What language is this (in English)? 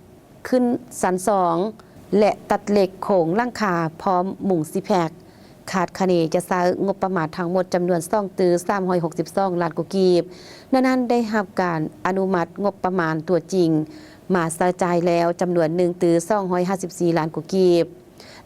Lao